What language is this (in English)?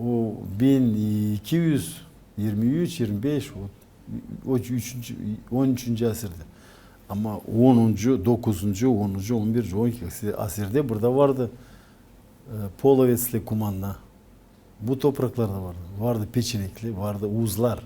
Gagauz